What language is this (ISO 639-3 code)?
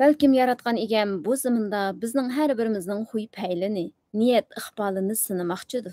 uig